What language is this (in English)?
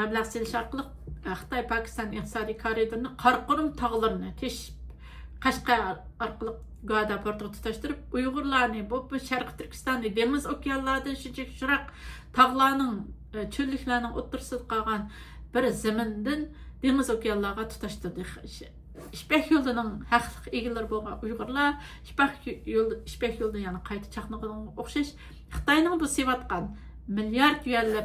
Uyghur